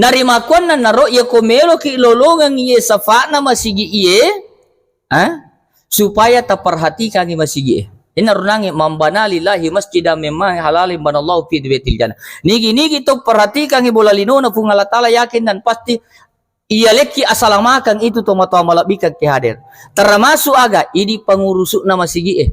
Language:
Buginese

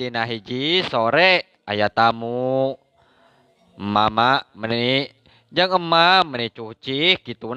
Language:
Sundanese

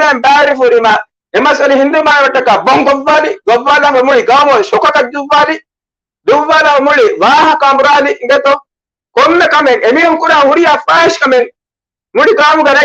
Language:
Divehi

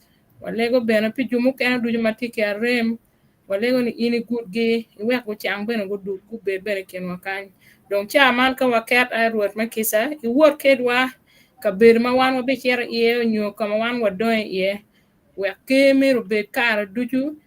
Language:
Acoli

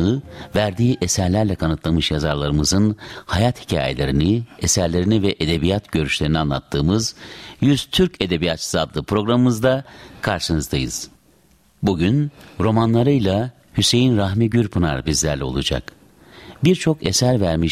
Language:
Turkish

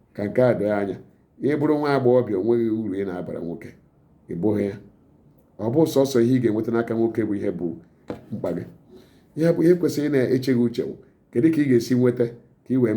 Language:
Igbo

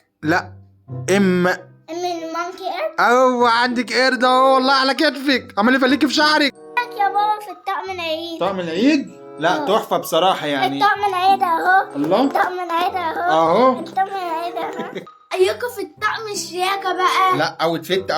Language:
Egyptian Arabic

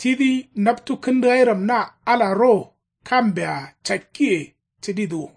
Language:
Kanuri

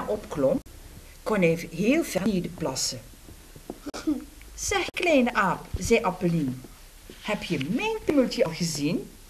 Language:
Dutch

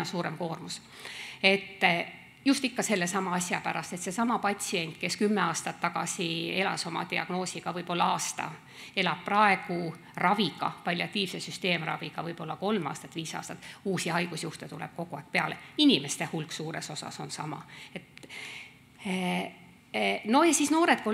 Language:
Estonian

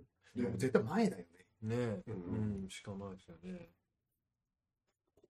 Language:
Japanese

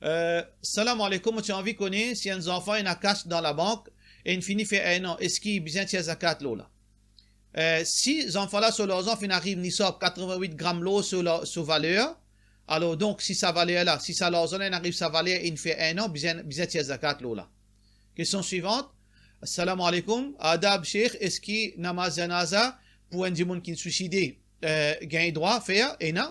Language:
Morisyen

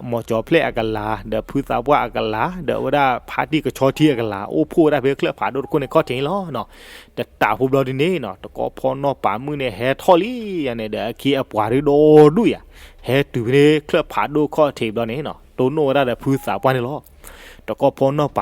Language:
S'gaw Karen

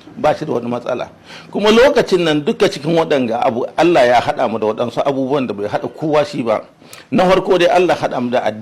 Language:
Hausa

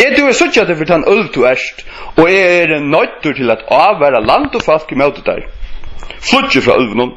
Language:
Faroese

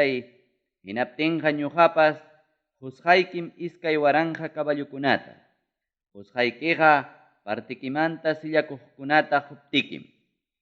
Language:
Ayacucho Quechua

